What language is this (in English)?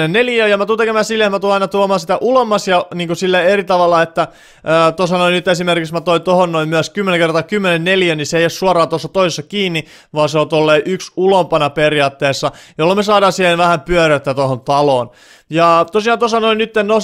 Finnish